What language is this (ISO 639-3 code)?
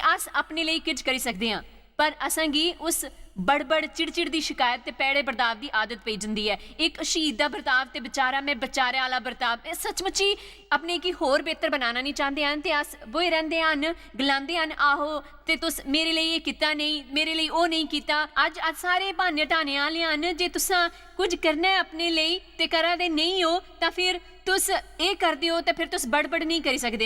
doi